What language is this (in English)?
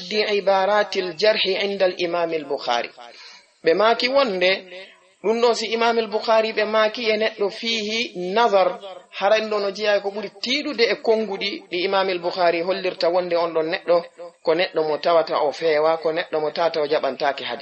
Fula